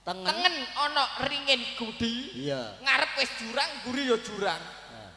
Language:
Javanese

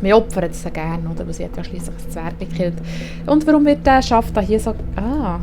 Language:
Swiss German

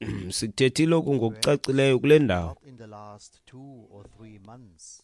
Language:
Xhosa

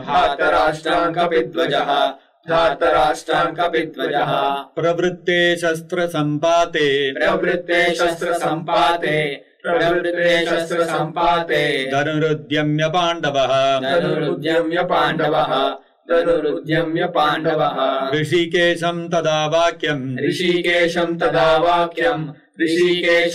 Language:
Sanskrit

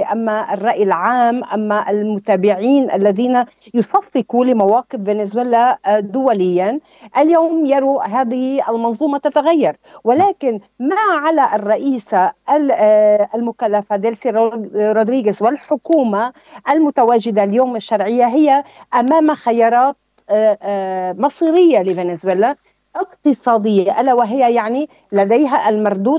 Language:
Arabic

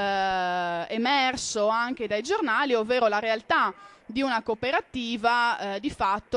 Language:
Italian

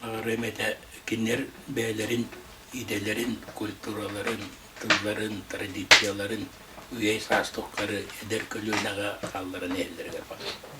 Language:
Yakut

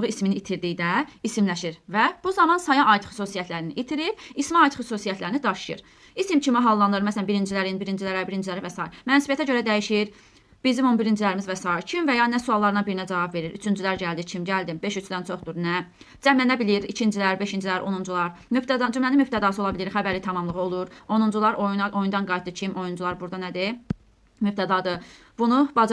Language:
Azerbaijani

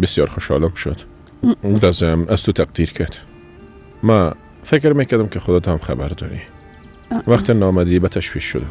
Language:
Persian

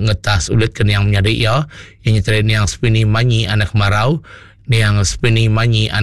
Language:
Iban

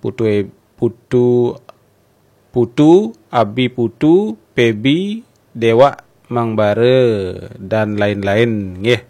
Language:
Balinese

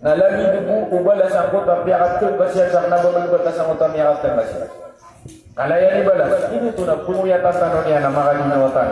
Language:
Maranao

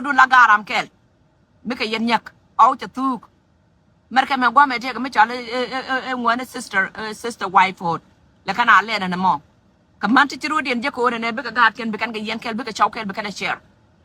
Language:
Nuer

